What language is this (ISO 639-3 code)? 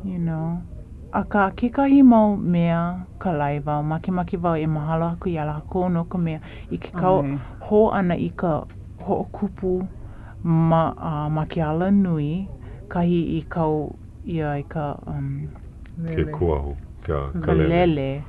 haw